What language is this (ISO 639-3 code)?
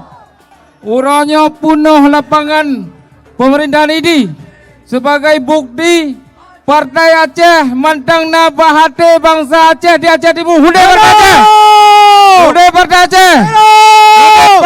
ace